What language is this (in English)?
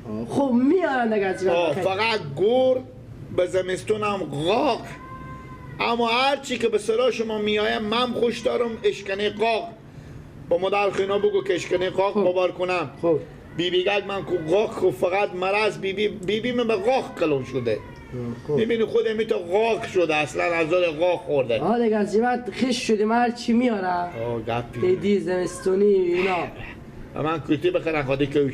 Persian